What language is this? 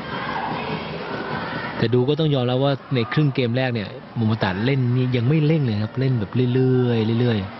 Thai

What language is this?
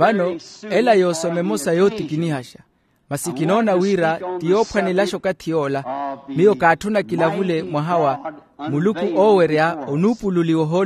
Makhuwa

